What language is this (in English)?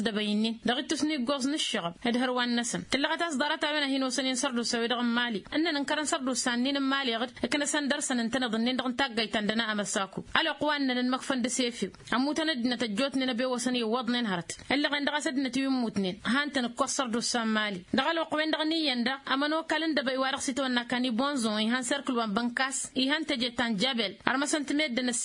Tamasheq